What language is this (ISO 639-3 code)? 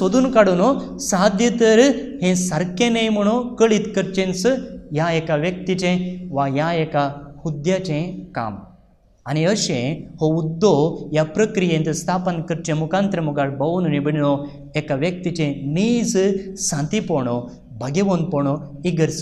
kok